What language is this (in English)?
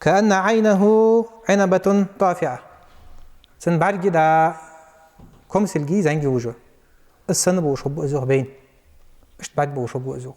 Ingush